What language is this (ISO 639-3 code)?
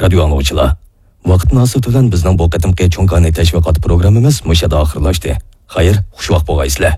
uig